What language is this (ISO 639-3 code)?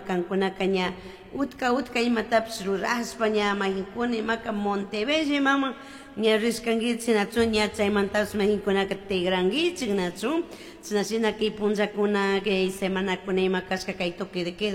qug